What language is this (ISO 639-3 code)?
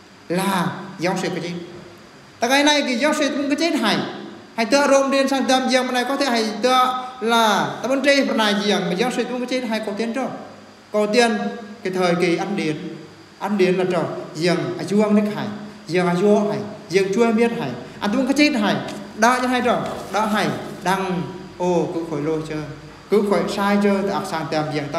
bru